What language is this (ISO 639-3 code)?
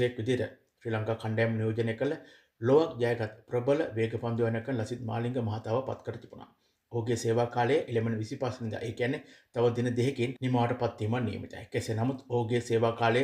sin